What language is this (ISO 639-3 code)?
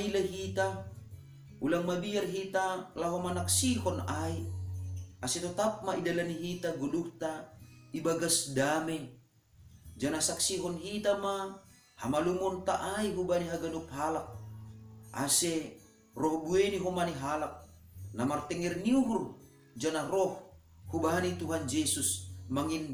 bts